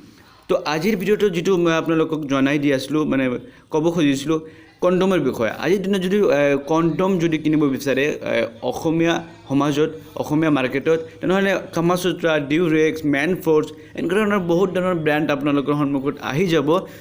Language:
Assamese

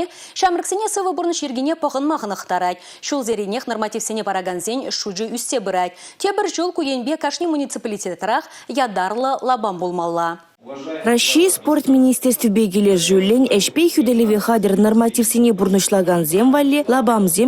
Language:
Chuvash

